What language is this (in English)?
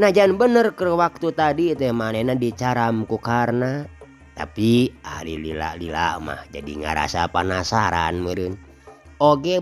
Sundanese